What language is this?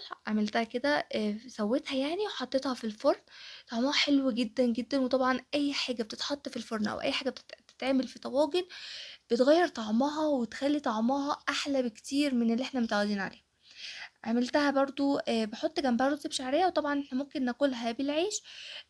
Egyptian Arabic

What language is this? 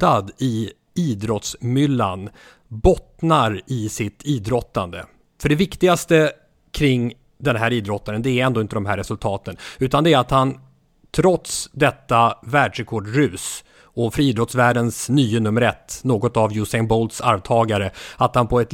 Swedish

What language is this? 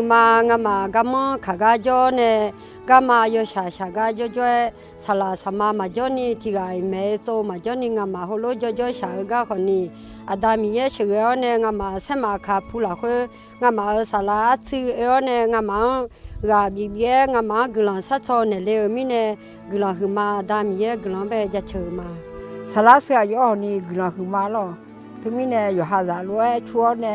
Akha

